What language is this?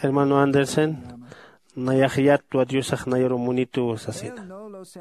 Aymara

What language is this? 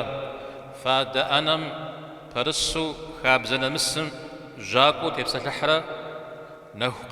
Kabardian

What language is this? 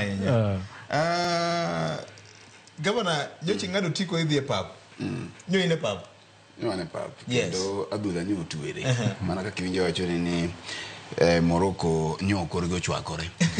Luo (Kenya and Tanzania)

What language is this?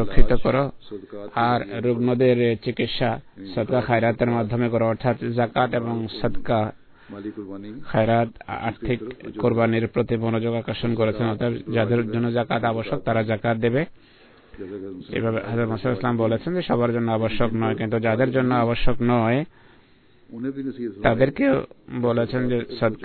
Bangla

